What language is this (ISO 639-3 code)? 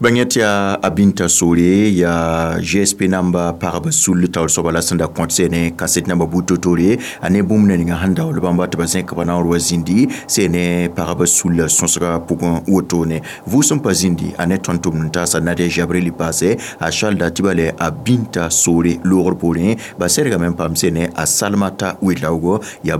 mos